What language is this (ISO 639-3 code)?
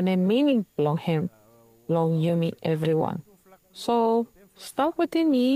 bis